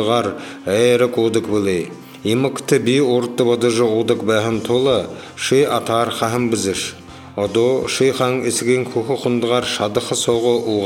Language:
Buriat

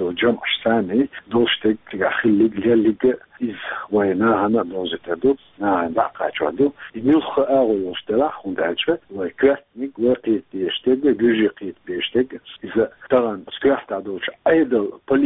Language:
Chechen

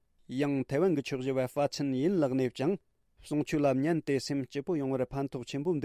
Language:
Tibetan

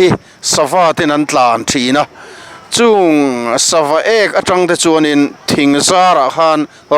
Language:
Mizo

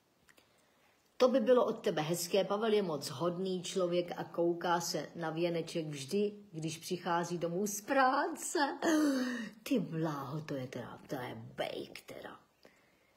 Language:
Czech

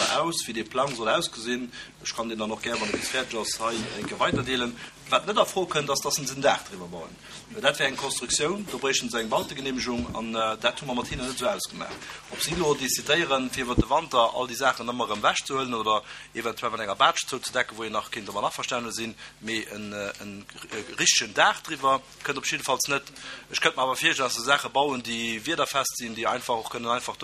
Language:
Luxembourgish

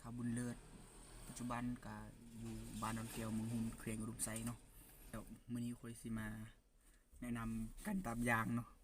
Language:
Lao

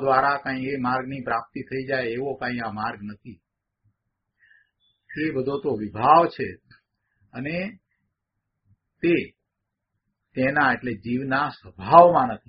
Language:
Gujarati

